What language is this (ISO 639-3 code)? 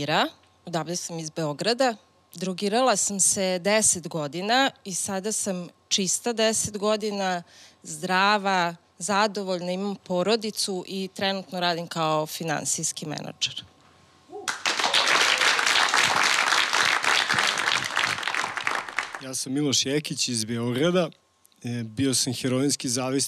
srp